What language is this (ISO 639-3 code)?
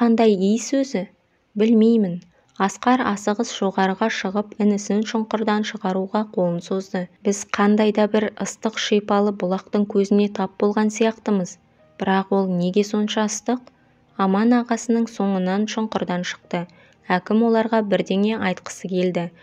kaz